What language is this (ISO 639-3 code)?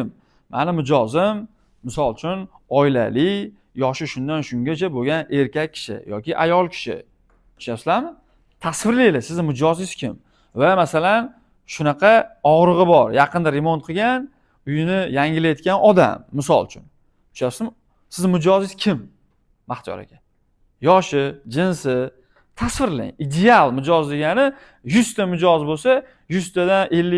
uzb